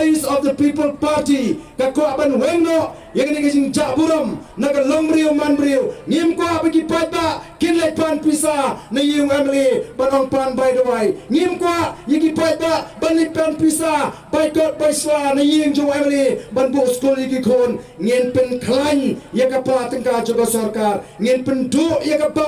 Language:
Khasi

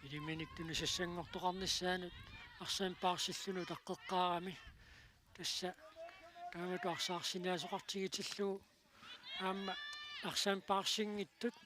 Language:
Kalaallisut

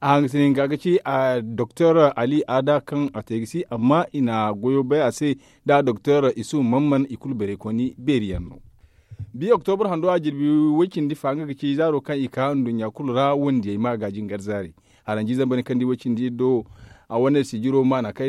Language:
Zarma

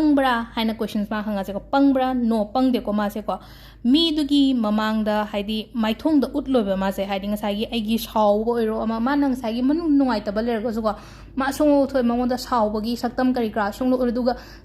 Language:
Manipuri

